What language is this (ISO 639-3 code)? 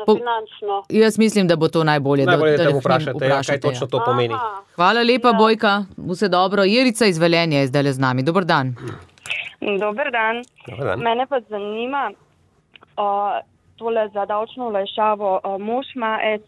slv